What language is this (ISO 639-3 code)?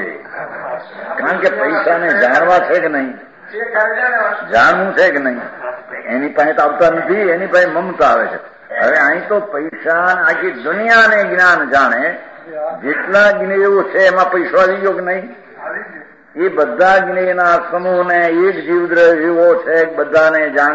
guj